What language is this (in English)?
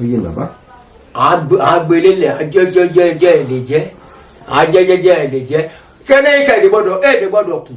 Yoruba